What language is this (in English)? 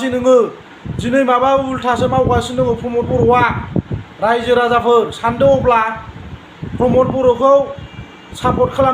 Bodo